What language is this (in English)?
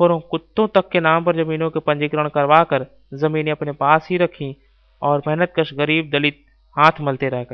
Hindi